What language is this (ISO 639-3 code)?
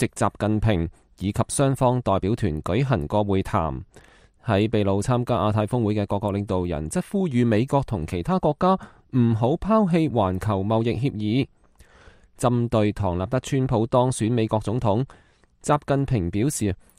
yue